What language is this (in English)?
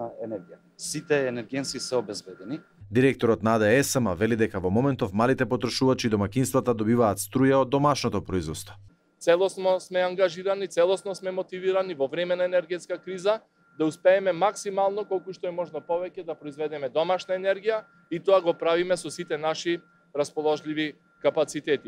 Macedonian